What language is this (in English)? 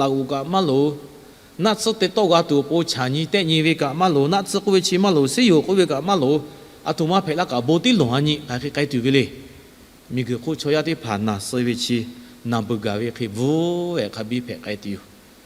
Lahu